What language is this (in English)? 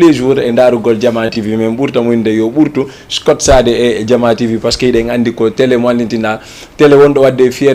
Fula